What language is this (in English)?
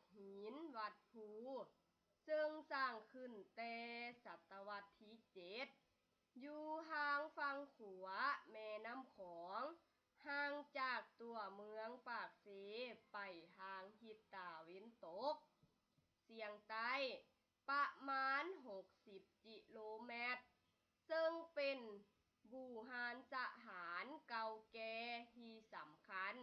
Lao